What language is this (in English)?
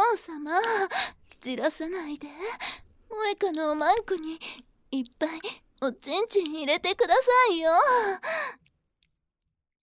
Japanese